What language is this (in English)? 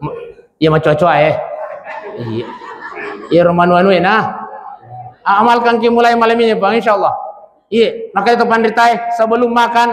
Buginese